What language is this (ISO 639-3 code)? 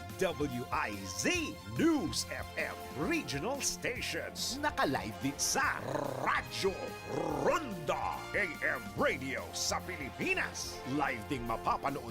bik